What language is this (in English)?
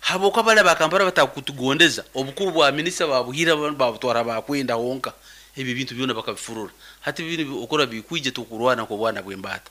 Nyankole